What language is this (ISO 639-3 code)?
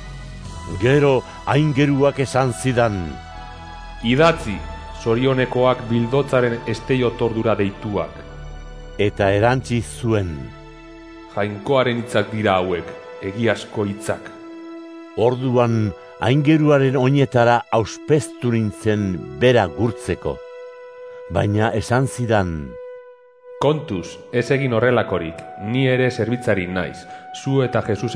eus